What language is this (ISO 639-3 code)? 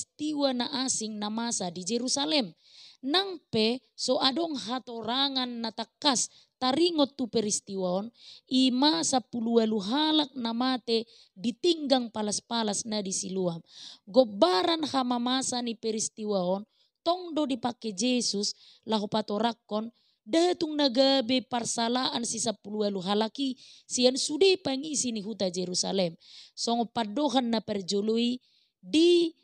bbc